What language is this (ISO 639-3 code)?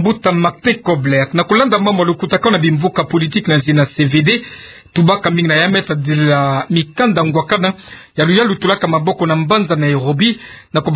ktu